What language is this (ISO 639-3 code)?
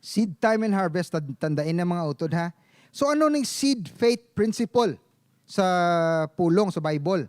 hil